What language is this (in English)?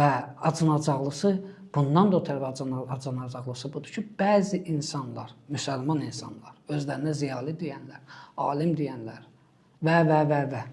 Azerbaijani